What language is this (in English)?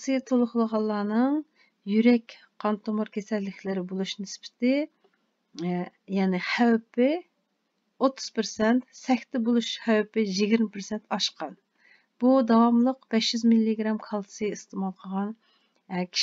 Uyghur